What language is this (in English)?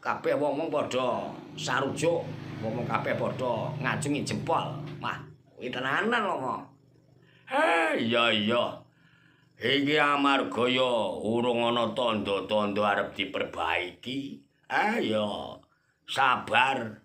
Javanese